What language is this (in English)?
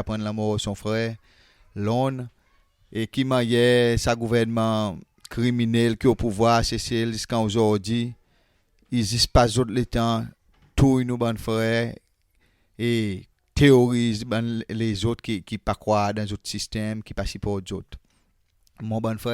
Seselwa Creole French